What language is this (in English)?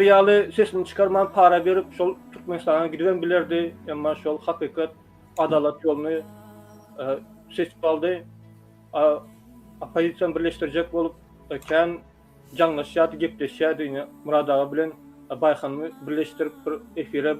Turkmen